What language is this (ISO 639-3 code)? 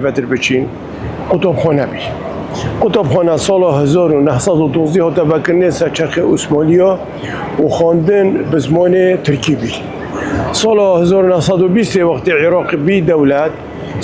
kur